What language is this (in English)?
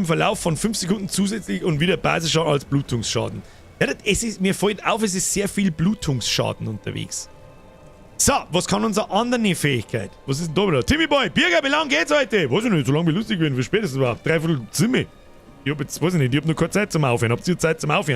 Bavarian